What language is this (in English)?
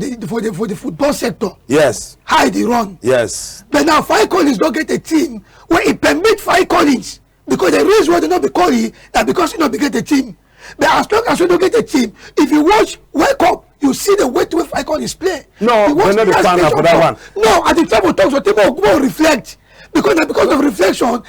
Cameroon Pidgin